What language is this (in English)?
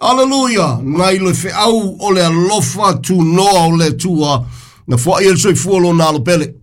Samoan